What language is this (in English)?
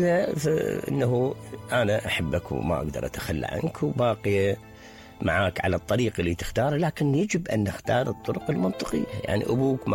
Mesopotamian Arabic